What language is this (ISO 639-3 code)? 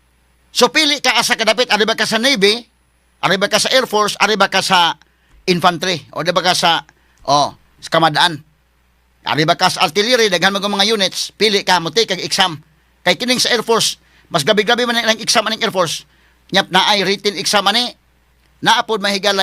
ceb